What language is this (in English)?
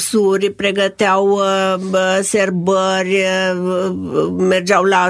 Romanian